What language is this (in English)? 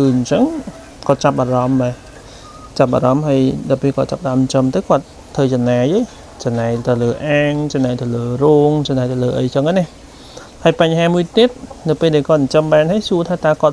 Khmer